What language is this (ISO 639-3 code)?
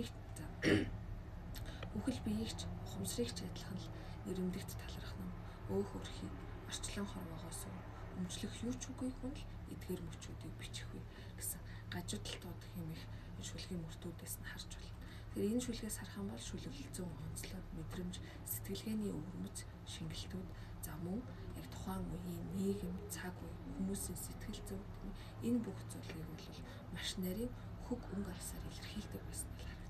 mon